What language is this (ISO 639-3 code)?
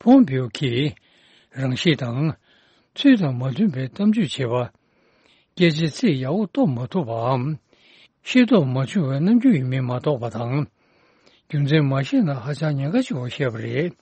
bod